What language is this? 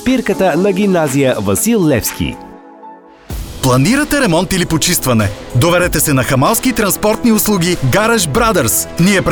Bulgarian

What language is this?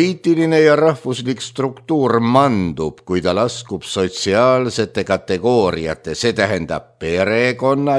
Estonian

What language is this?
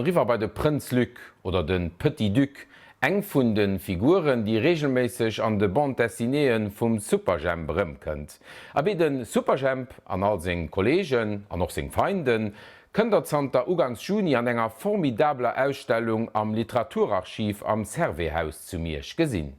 Luxembourgish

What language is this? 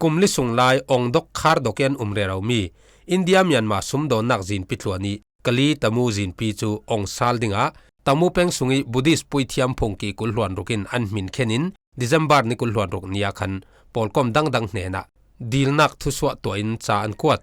Falam Chin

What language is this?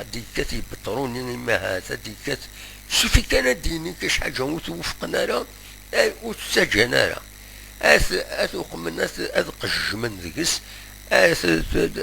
Kabyle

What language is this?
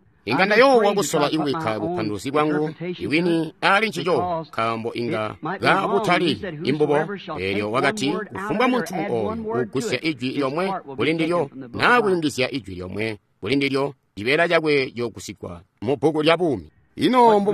Tonga (Zambia)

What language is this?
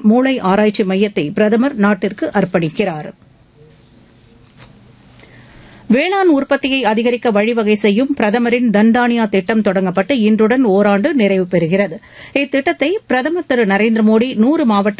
Tamil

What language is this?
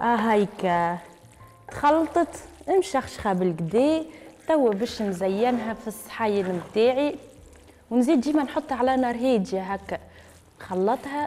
Tunisian Arabic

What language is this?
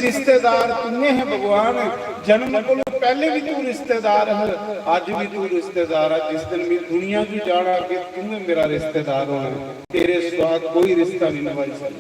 Dogri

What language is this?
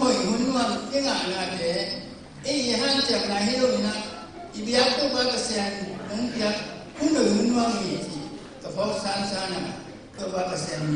Tedim Chin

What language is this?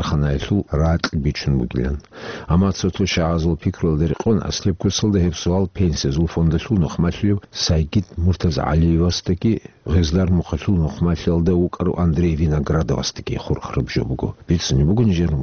Avaric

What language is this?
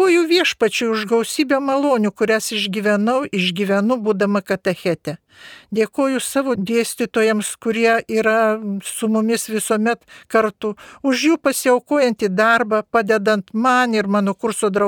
Lithuanian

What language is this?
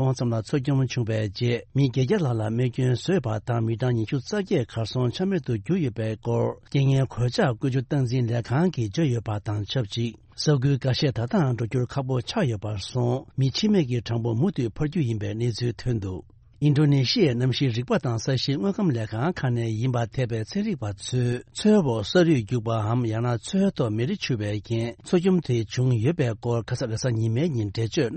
Tibetan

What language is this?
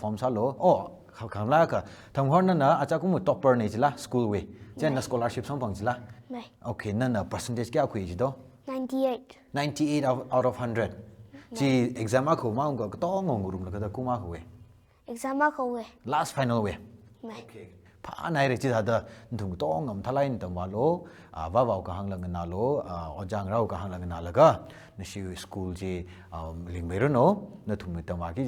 Tangkhul Naga (India)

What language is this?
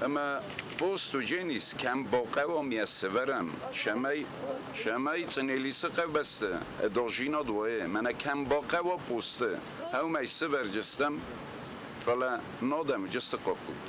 Ossetic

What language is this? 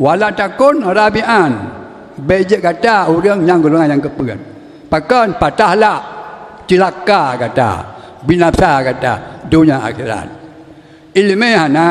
Achinese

